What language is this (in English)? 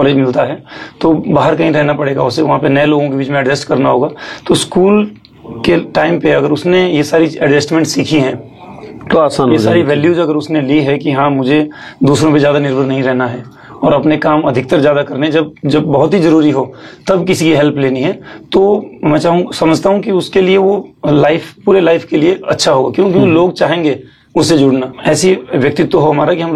Hindi